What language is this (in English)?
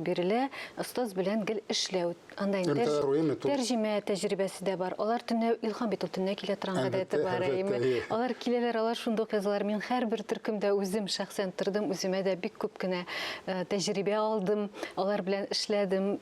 Tatar